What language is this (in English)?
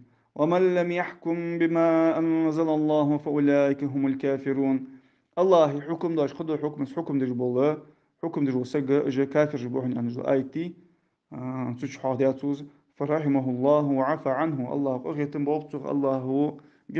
Ingush